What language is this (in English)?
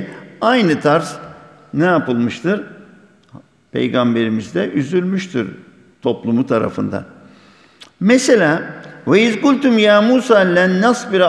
Turkish